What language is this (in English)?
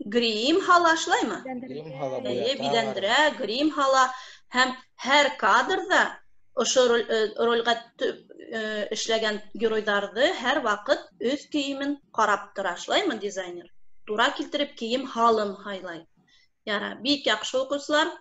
Bashkir